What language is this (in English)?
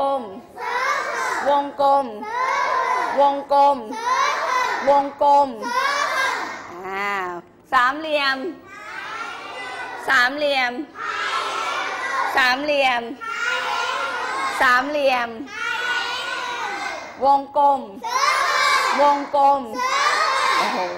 Thai